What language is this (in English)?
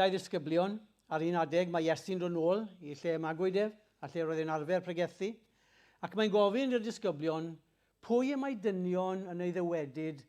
Welsh